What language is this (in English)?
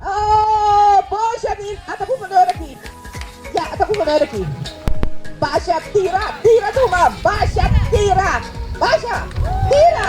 Papiamento